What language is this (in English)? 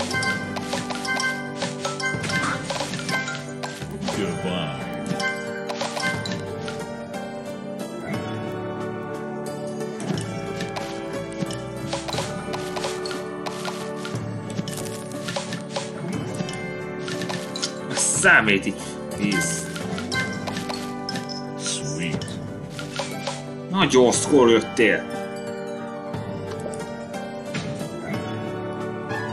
Hungarian